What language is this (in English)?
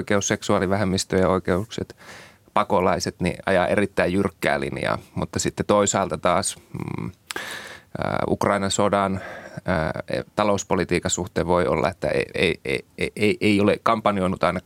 Finnish